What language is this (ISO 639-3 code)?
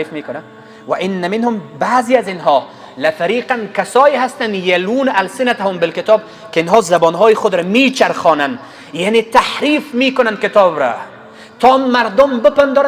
fas